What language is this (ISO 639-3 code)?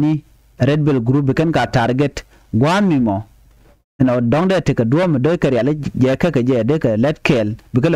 nus